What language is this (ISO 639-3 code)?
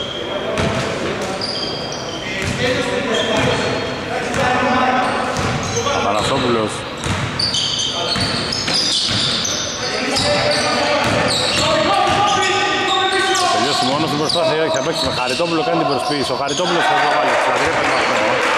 ell